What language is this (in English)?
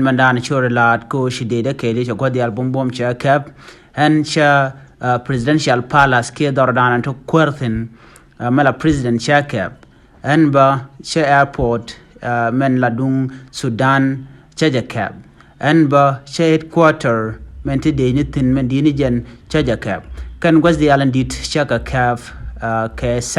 Nuer